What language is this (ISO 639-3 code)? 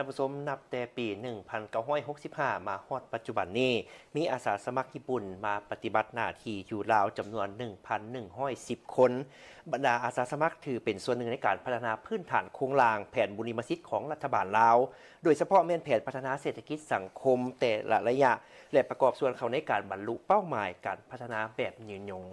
lao